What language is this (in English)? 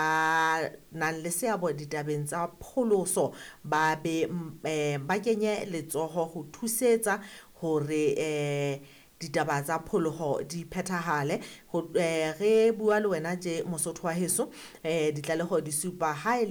Southern Sotho